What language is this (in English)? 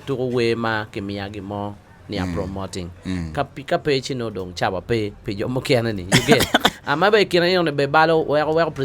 Acoli